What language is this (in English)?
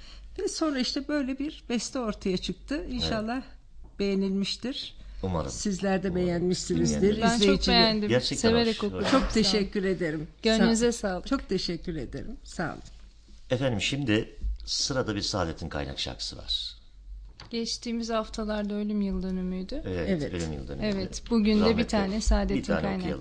Turkish